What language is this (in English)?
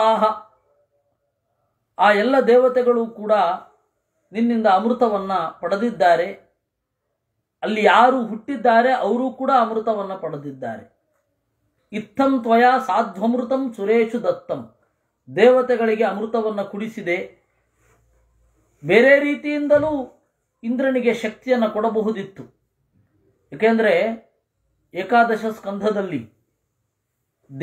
Kannada